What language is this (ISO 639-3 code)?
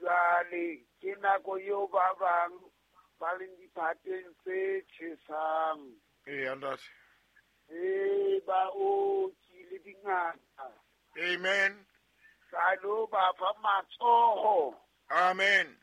sot